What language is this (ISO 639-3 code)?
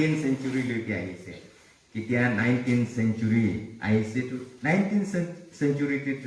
nag